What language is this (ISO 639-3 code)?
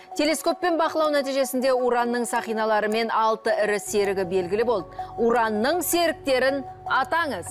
kaz